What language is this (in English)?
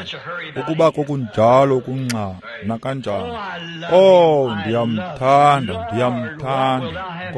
Xhosa